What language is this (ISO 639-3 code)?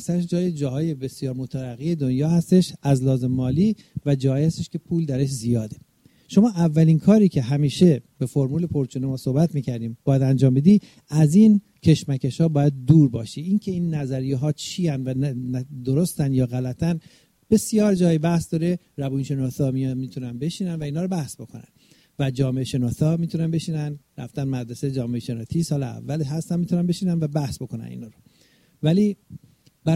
fas